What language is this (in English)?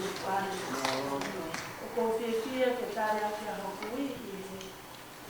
Tongan